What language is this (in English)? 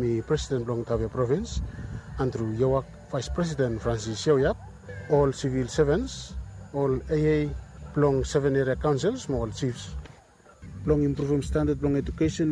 Bislama